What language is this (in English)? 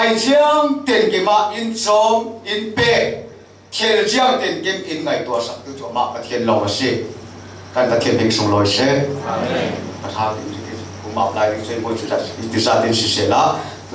Falam Chin